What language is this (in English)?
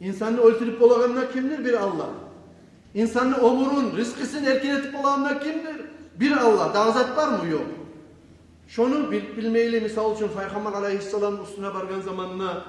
Kumyk